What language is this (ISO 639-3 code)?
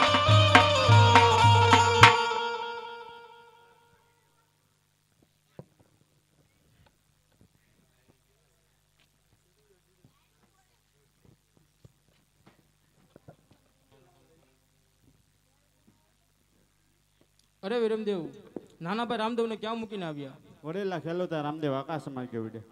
guj